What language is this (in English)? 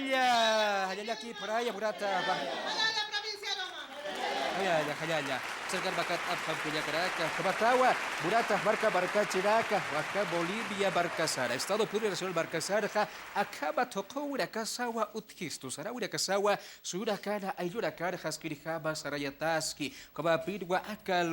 Aymara